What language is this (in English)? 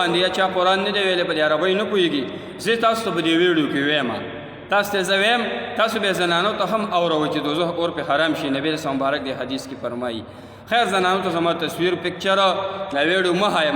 Pashto